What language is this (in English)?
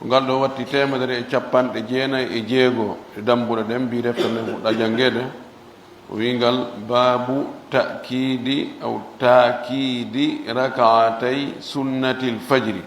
Pular